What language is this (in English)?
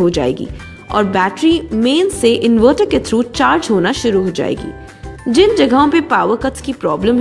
Hindi